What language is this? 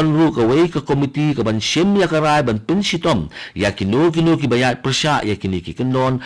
Khasi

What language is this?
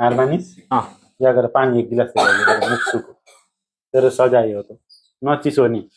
Nepali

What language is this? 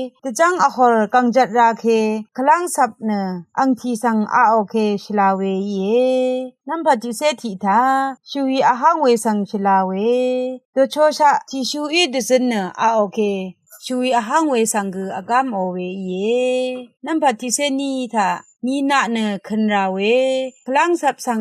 Rawang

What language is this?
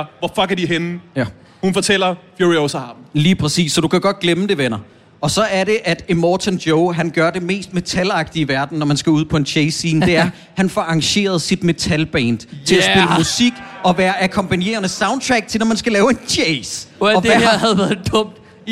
Danish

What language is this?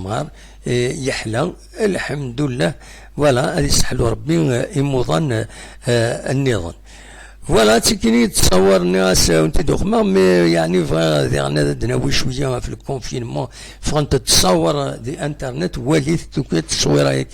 Kabyle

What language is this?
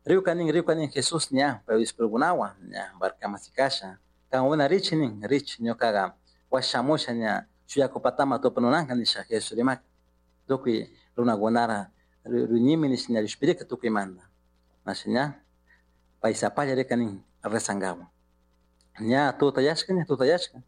Chimborazo Highland Quichua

